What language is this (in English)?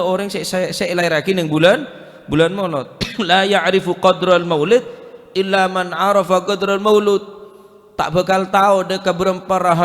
Madurese